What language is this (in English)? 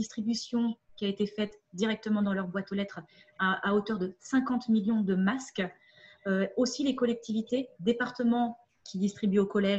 French